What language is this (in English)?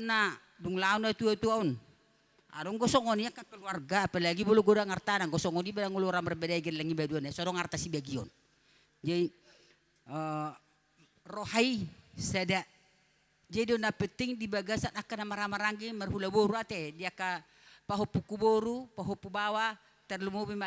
Batak Toba